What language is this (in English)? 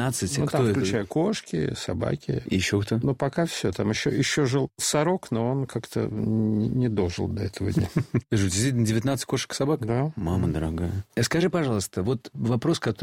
Russian